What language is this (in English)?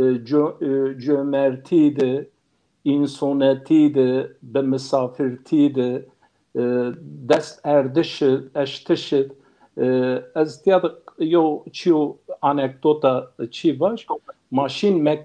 Zaza